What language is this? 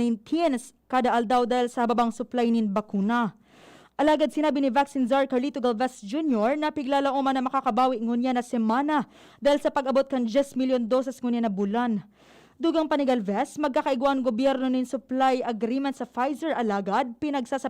Bikol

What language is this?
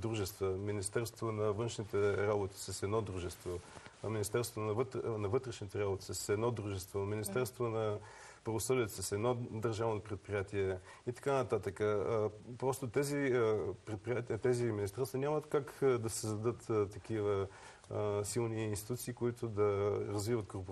Bulgarian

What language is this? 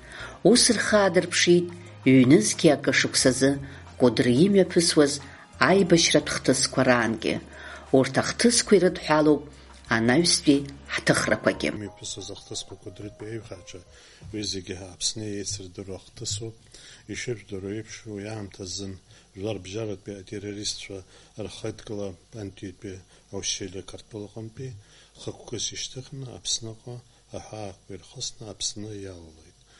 Abkhazian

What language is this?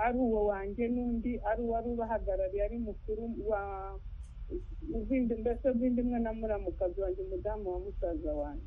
Kinyarwanda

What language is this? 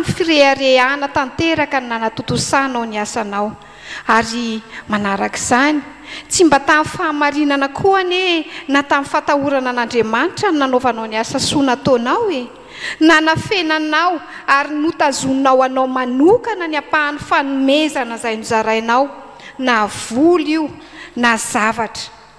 Malagasy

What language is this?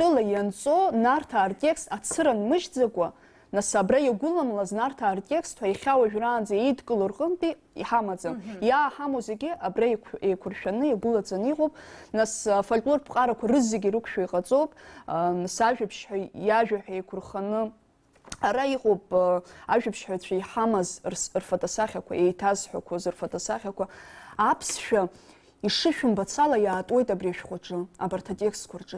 Abkhazian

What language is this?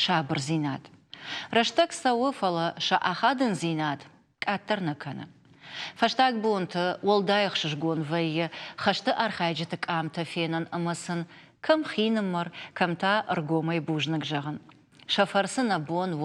Ossetic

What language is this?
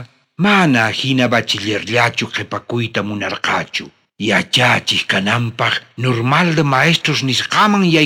South Bolivian Quechua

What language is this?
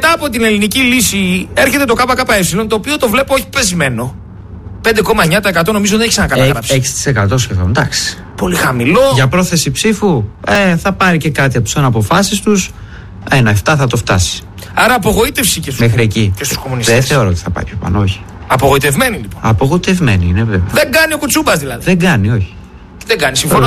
Greek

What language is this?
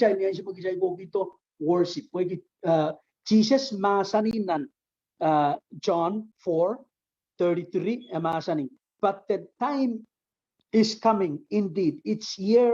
Pohnpeian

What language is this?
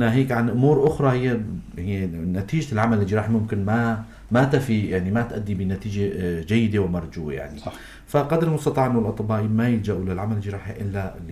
North Levantine Arabic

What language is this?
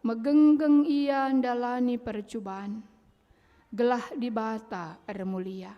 Batak Karo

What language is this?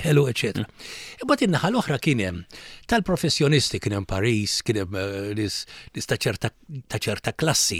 Maltese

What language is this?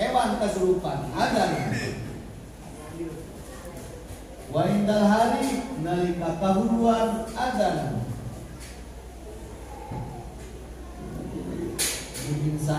Sundanese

